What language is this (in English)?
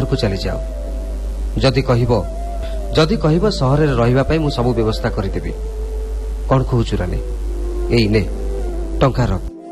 Odia